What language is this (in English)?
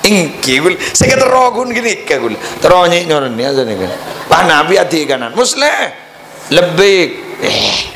Madurese